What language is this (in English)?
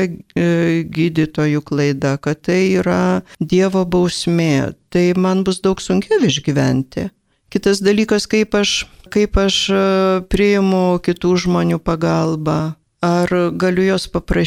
Lithuanian